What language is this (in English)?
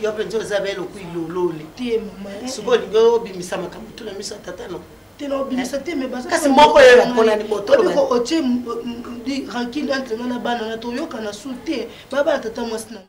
Lingala